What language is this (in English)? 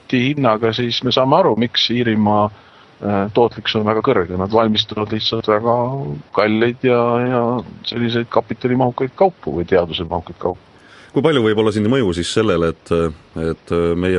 Estonian